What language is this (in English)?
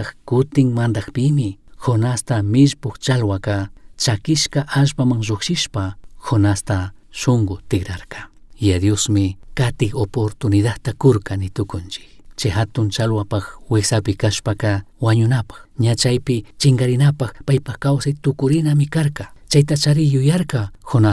Chimborazo Highland Quichua